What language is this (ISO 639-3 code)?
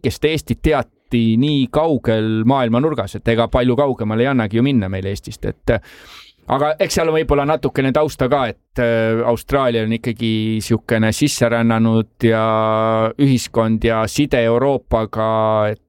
est